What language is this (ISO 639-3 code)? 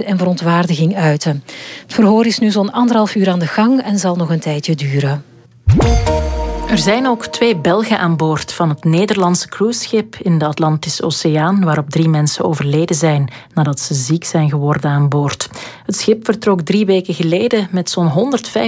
nld